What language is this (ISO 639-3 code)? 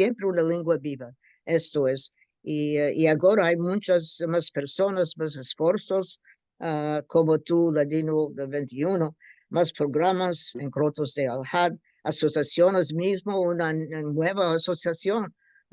lad